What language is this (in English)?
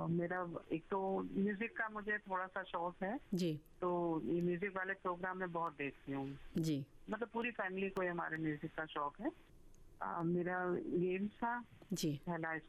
Hindi